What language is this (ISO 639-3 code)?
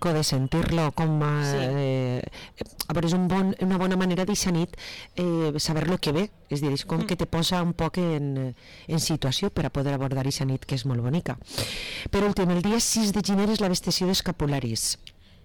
cat